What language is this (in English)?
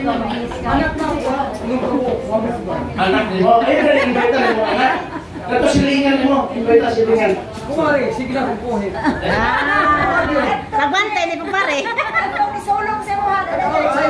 Cebuano